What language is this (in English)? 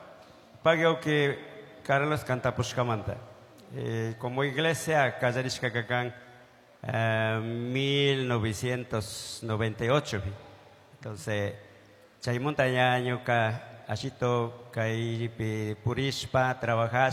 Chimborazo Highland Quichua